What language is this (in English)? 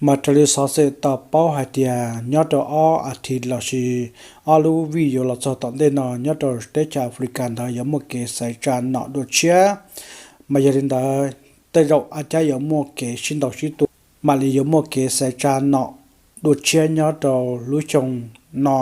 Hmong